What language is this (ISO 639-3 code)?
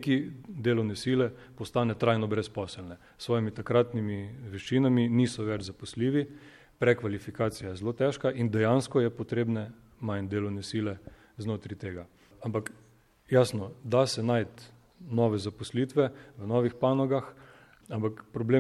slv